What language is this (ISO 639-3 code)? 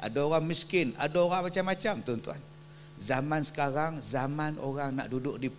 msa